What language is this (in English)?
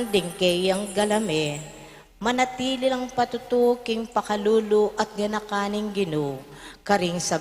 Pampanga